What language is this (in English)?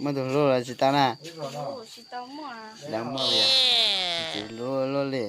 Hmong